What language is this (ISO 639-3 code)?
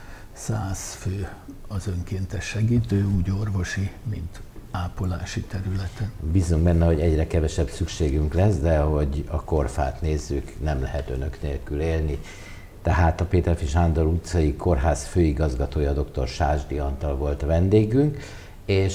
hun